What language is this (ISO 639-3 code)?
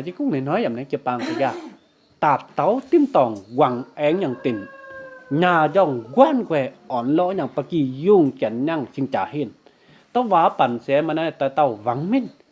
mji